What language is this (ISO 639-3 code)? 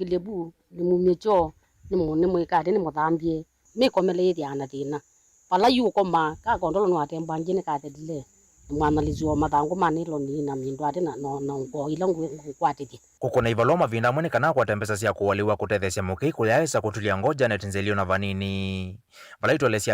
kam